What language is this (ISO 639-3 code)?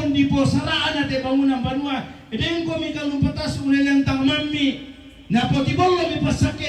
sda